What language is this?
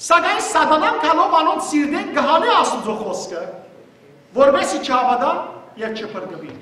Western Armenian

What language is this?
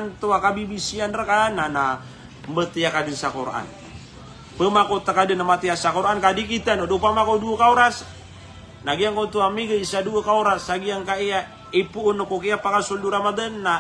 Maranao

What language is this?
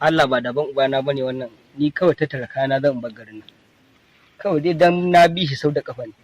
Hausa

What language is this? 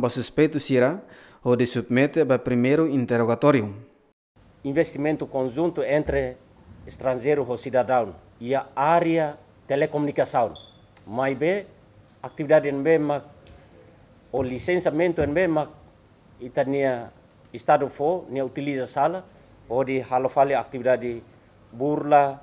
Tetum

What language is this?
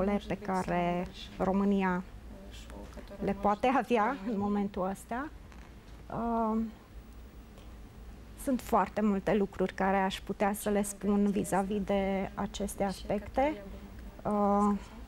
Romanian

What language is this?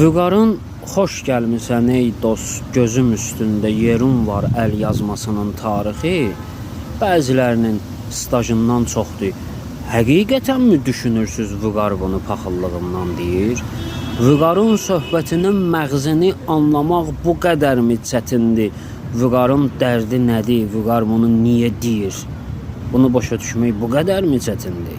Azerbaijani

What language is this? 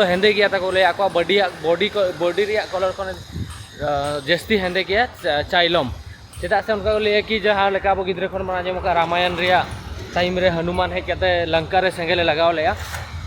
Santali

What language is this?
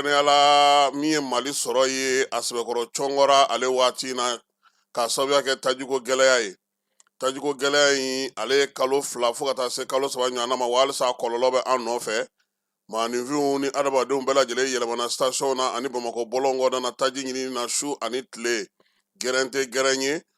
Bambara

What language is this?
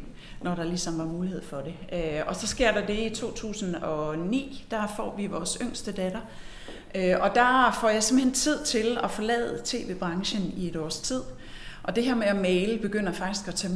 Danish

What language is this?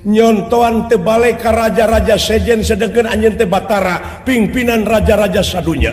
Sundanese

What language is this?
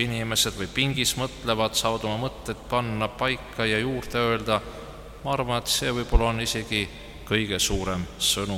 Estonian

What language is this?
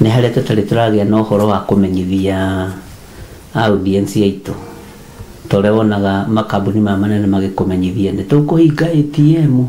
Kikuyu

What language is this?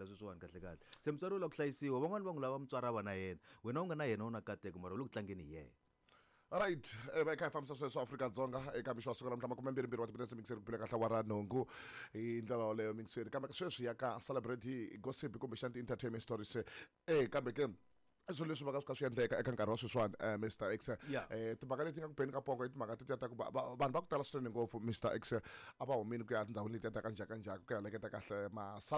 Tsonga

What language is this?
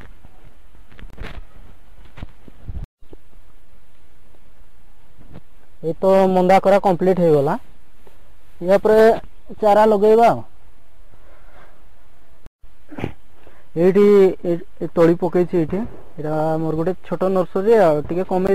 Odia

